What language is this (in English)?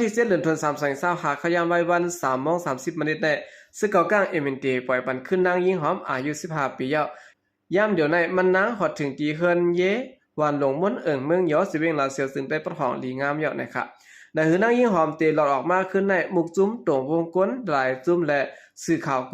Shan